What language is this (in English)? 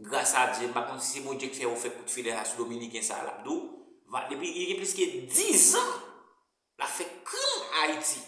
Haitian Creole